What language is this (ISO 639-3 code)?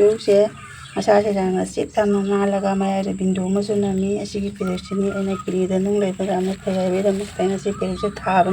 mni